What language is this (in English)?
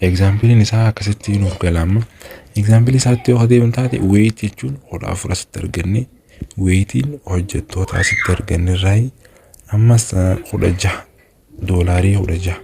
Oromo